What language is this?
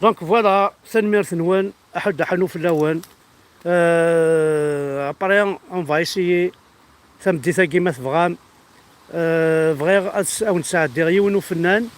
Kabyle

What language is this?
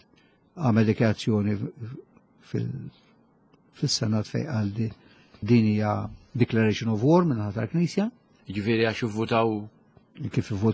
Maltese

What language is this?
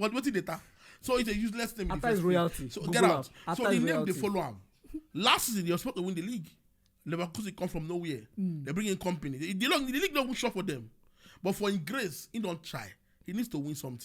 Nigerian Pidgin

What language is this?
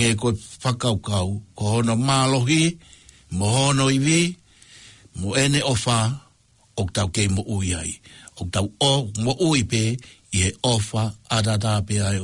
Tongan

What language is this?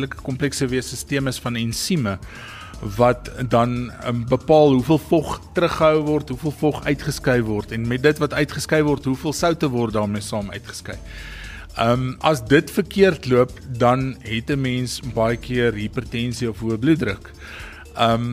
Afrikaans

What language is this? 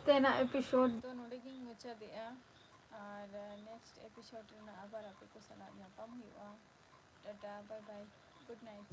Santali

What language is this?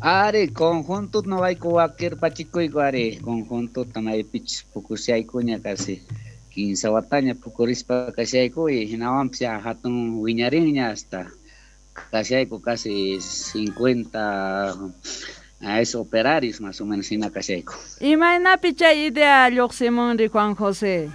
South Bolivian Quechua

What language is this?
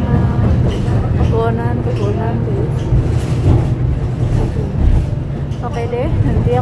Indonesian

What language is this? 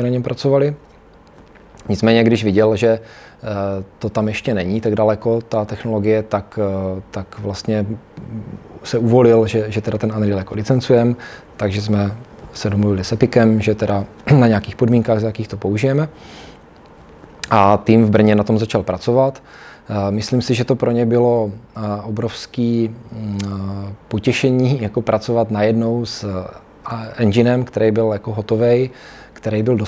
Czech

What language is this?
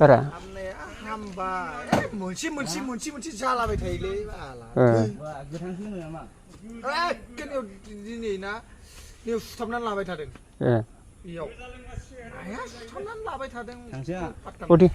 Bodo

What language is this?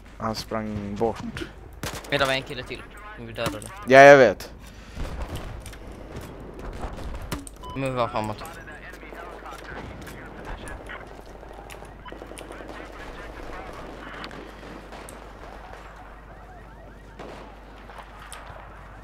Swedish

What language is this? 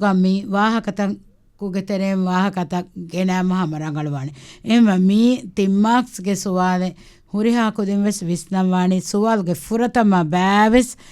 Divehi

